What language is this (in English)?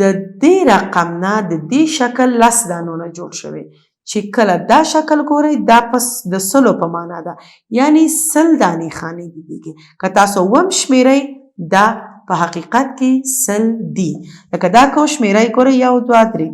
Pashto